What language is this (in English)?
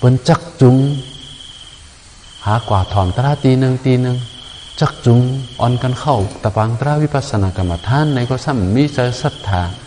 Shan